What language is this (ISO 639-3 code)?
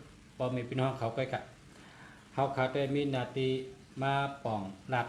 shn